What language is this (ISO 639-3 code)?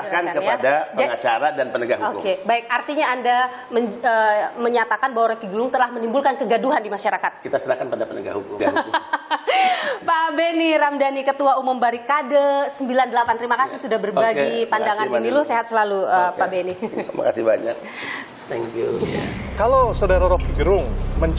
ind